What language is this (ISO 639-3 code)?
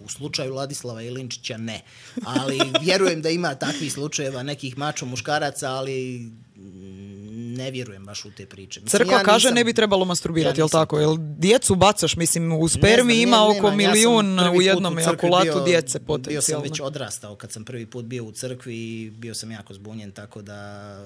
hrv